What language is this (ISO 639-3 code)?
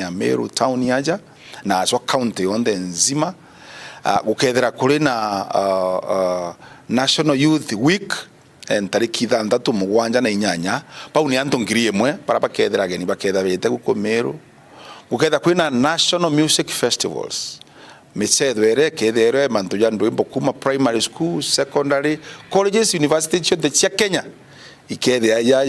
mer